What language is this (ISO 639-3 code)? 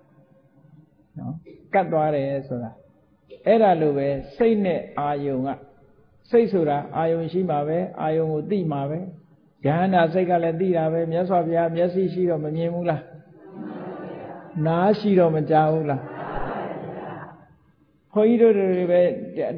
mya